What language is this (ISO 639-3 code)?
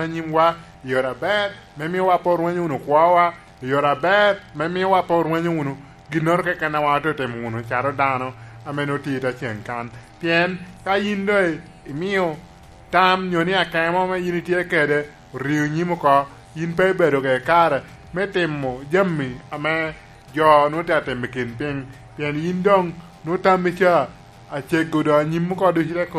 laj